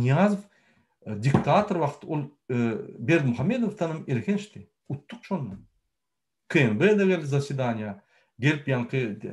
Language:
Turkmen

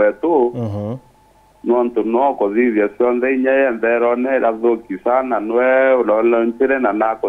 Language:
Meru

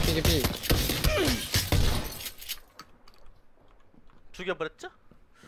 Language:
Korean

